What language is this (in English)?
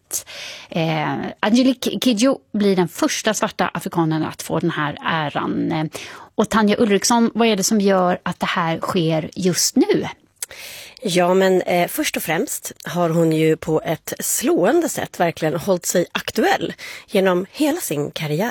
Swedish